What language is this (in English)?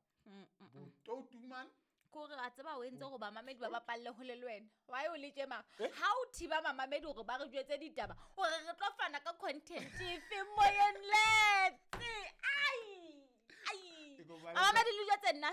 Southern Sotho